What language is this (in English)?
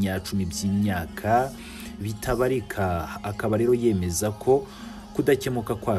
Kinyarwanda